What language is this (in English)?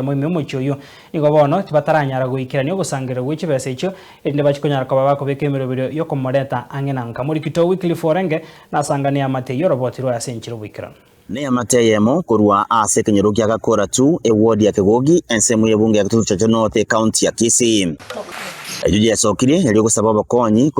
Gusii